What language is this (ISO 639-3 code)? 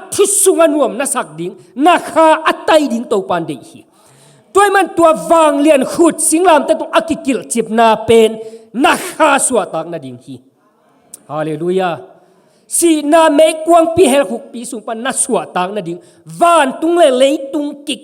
ctd